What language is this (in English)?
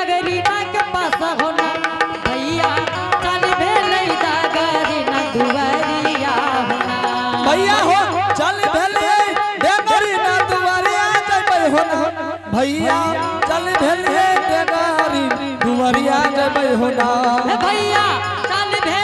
Angika